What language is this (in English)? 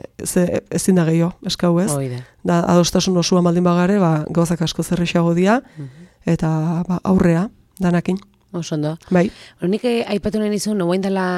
Basque